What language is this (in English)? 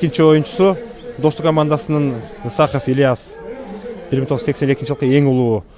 Kyrgyz